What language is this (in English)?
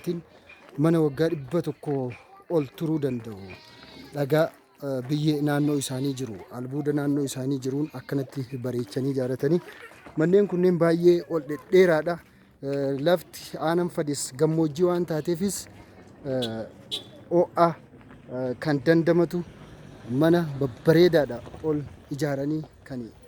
Oromo